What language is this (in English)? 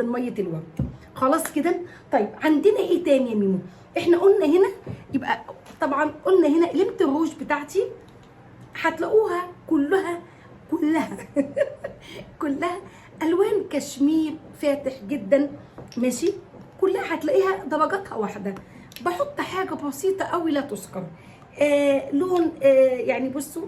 Egyptian Arabic